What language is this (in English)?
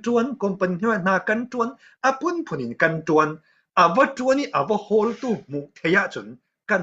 Falam Chin